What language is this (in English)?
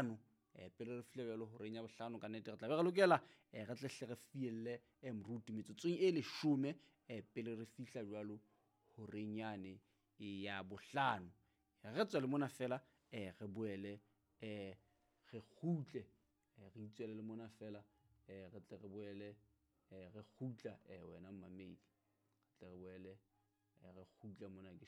Southern Sotho